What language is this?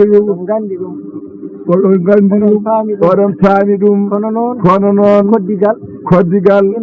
Fula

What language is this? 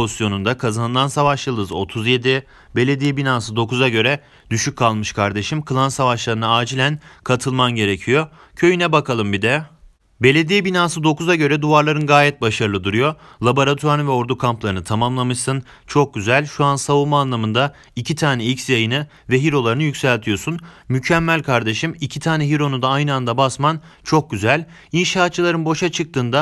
Turkish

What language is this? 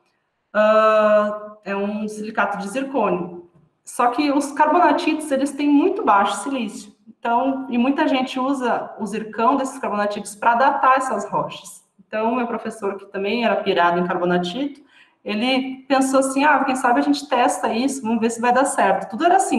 Portuguese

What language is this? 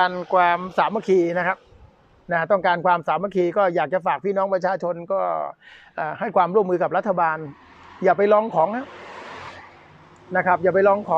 Thai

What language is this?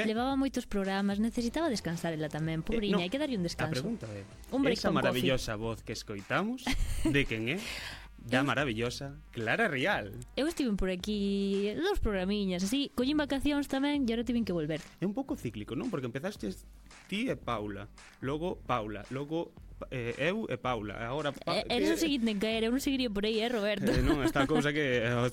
Galician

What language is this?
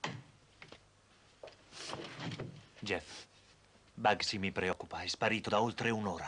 Italian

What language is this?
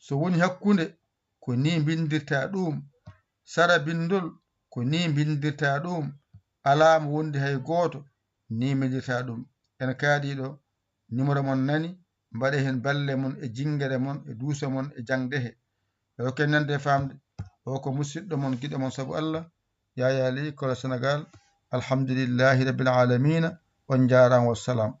Fula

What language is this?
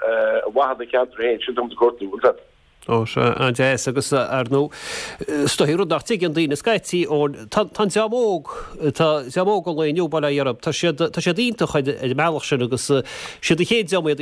Irish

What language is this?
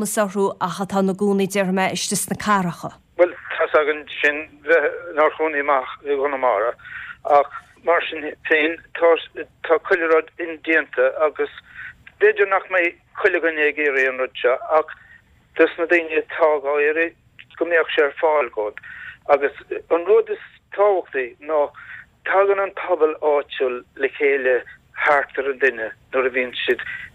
Irish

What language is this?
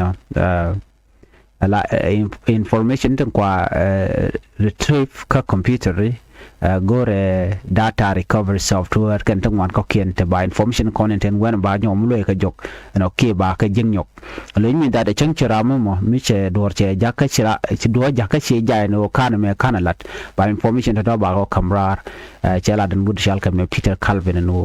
Nuer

